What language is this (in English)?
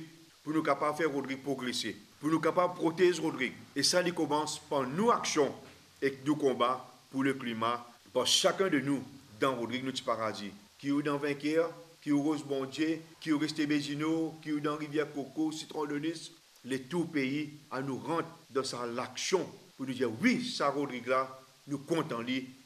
Morisyen